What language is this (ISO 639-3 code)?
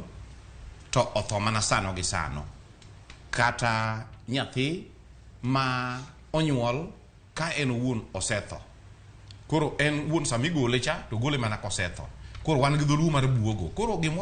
luo